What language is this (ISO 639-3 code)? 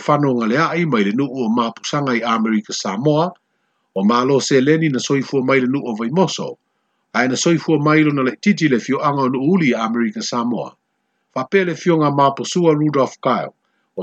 smo